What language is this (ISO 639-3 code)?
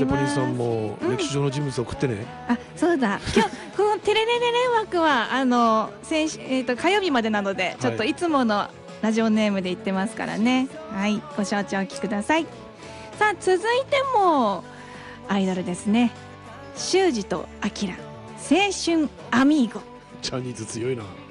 jpn